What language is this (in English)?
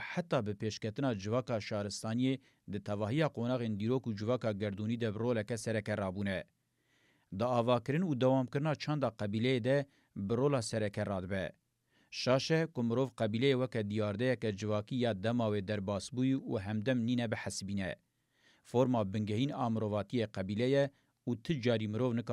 Kurdish